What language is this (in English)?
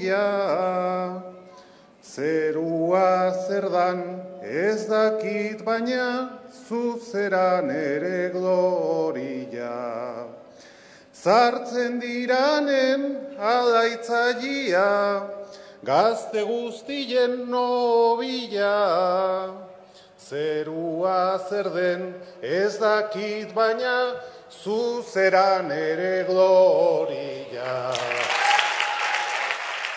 Basque